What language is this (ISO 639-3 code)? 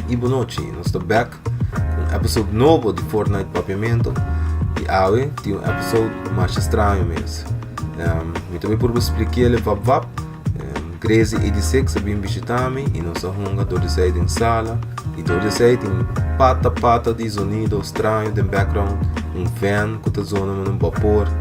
pap